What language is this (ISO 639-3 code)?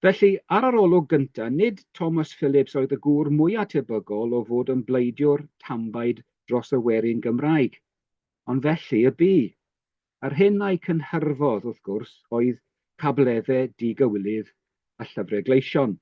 cym